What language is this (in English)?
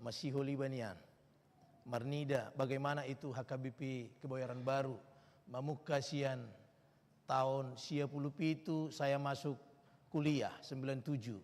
Batak Toba